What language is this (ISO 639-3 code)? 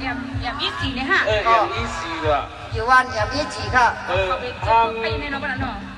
shn